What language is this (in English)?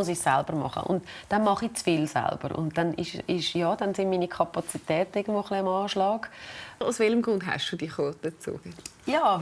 Swiss German